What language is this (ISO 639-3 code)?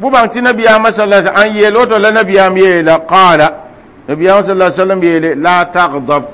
mos